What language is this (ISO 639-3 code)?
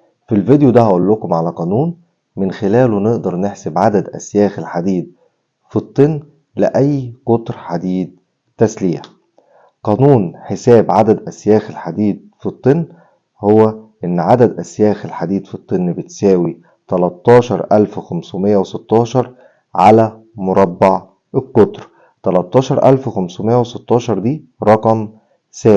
arz